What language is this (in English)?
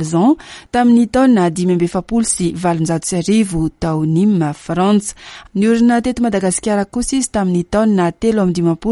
Malagasy